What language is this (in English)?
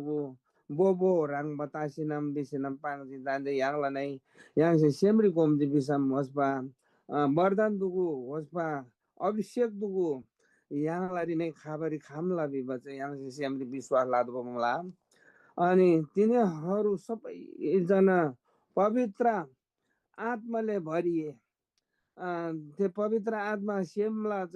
Eastern Tamang